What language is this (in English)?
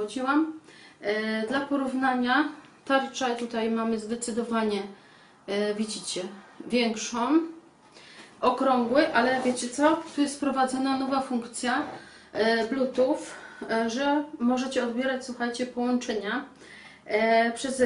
Polish